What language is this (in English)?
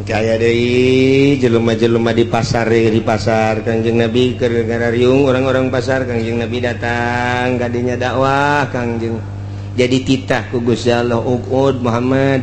Sundanese